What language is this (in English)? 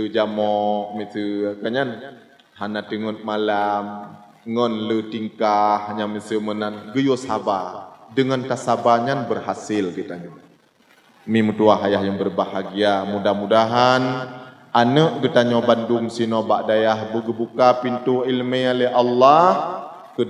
Achinese